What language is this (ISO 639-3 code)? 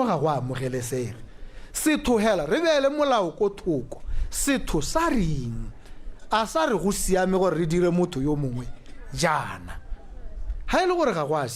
tsn